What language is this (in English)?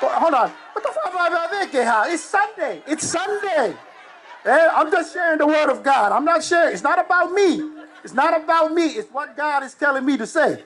Tongan